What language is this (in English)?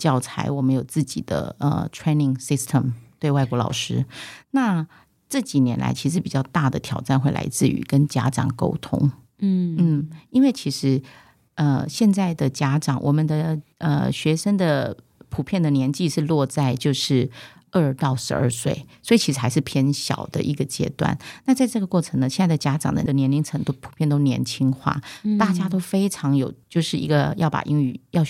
Chinese